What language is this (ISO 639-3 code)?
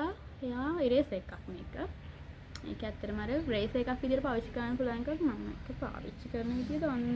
sin